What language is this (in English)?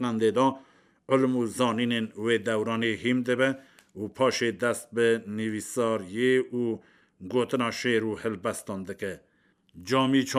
Kurdish